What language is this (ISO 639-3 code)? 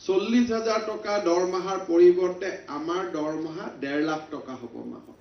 asm